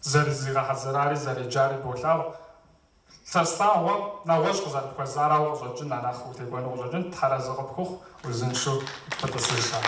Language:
Kabardian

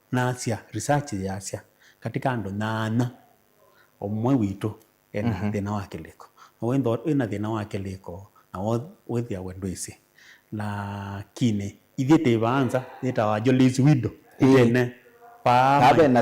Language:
Kamba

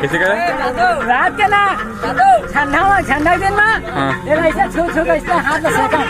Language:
Chhattisgarhi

